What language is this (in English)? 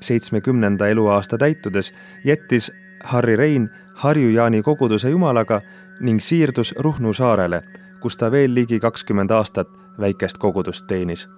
Estonian